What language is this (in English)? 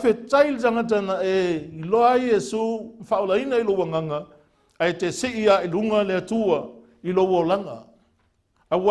Samoan